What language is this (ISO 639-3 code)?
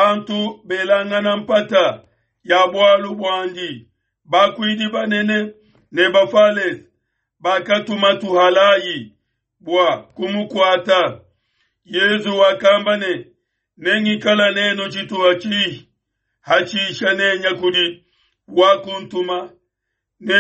lua